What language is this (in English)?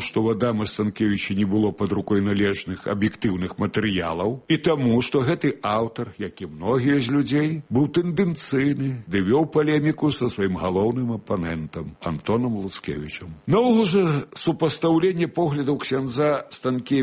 Belarusian